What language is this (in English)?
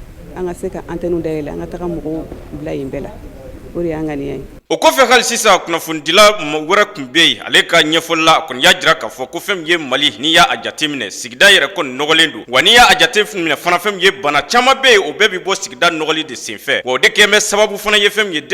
Bambara